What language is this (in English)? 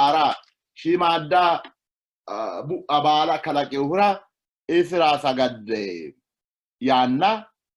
Sidamo